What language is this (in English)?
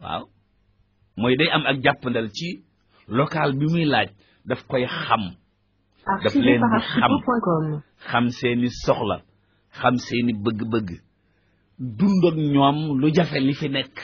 Wolof